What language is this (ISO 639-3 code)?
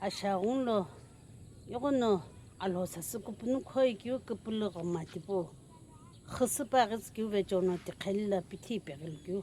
nsm